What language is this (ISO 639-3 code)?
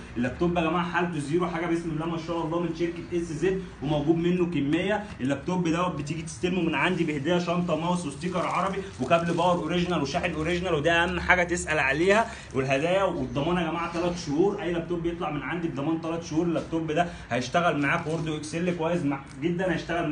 arz